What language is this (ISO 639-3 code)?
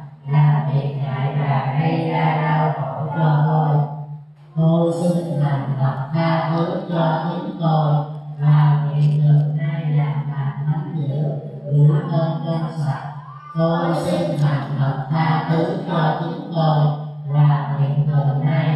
vie